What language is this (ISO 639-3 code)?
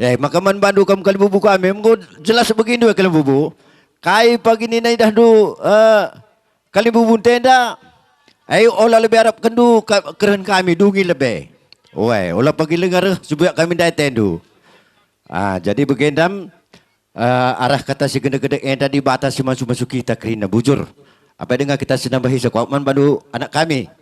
btx